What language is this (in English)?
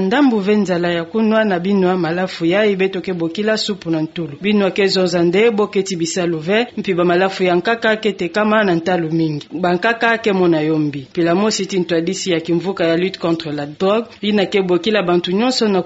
Kituba (Democratic Republic of Congo)